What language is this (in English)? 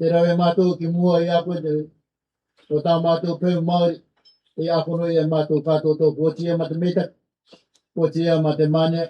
Rarotongan